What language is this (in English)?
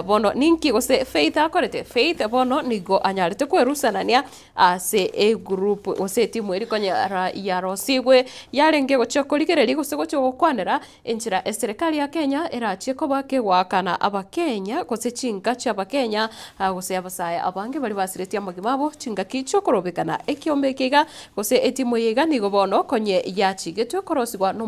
Gusii